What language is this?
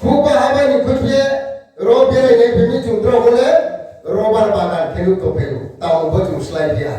Riang (India)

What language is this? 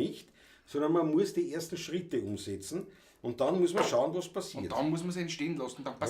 Bavarian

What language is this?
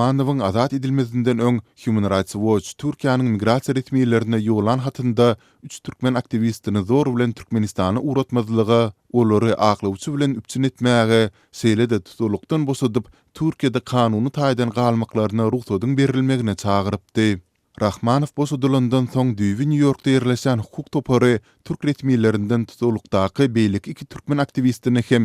Turkmen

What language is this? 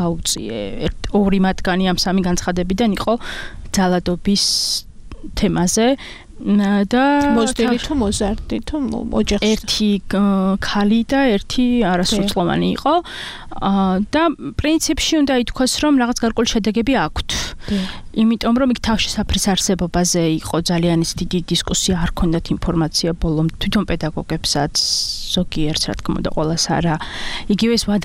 Georgian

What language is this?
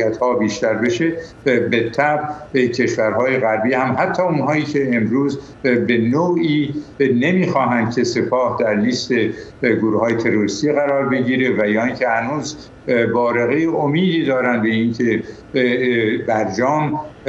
Persian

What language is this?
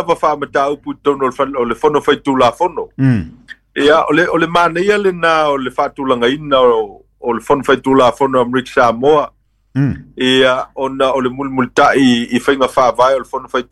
Samoan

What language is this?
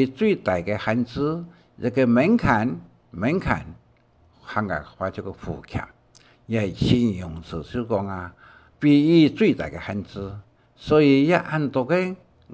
Hakka Chinese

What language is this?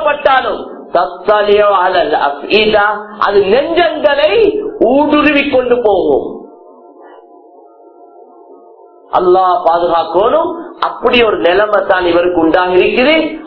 Tamil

